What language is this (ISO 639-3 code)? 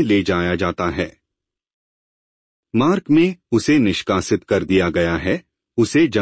hin